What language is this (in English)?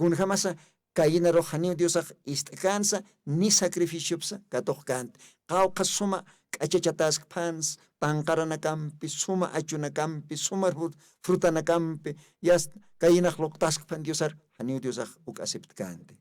Aymara